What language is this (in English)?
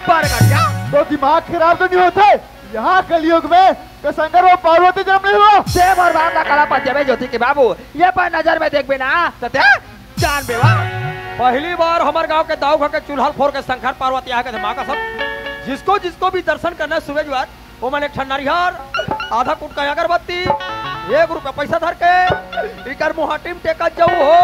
Chhattisgarhi